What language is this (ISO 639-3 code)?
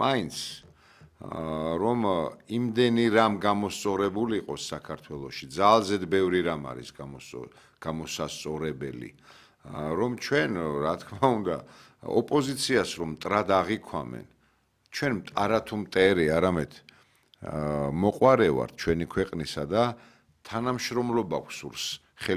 kat